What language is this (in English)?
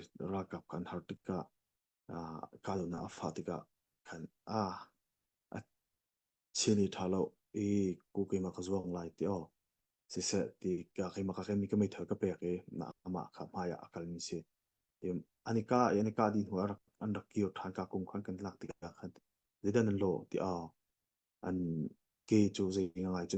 Hakha Chin